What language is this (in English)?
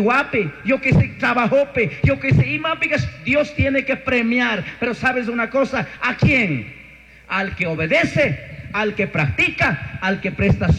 Chimborazo Highland Quichua